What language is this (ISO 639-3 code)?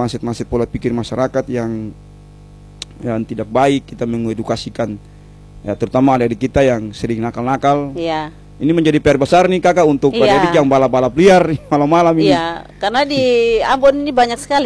ind